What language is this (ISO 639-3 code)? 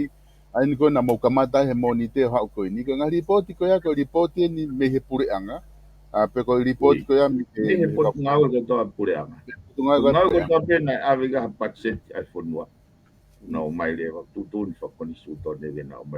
ton